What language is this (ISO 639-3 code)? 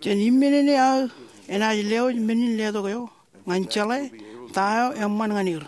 mah